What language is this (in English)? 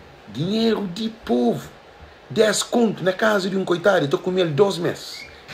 Kabuverdianu